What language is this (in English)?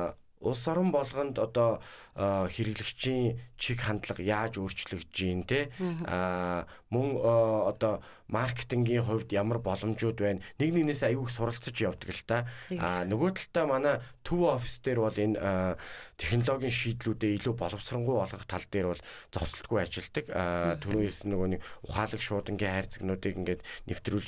Mongolian